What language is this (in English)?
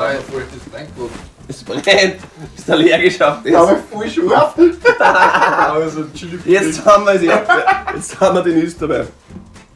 Bavarian